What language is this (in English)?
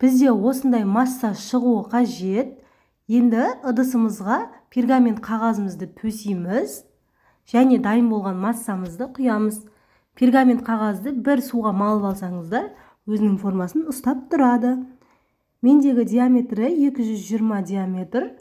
Kazakh